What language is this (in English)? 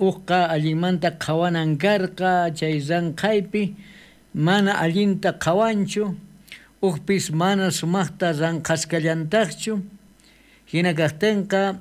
South Bolivian Quechua